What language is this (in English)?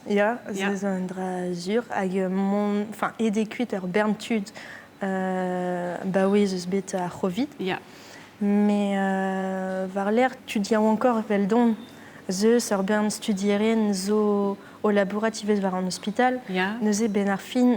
Breton